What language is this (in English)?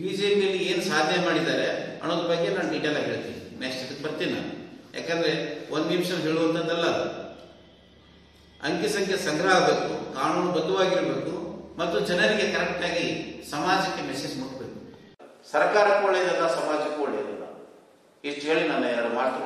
Kannada